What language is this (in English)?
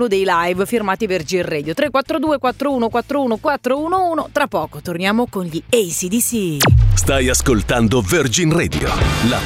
Italian